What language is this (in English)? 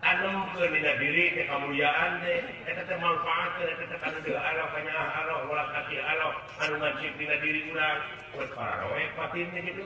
Sundanese